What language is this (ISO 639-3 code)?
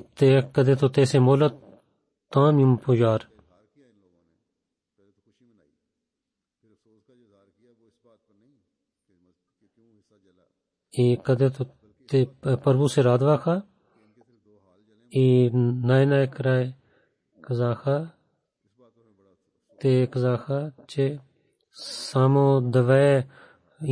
bul